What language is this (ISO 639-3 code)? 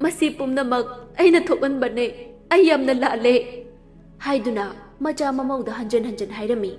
mni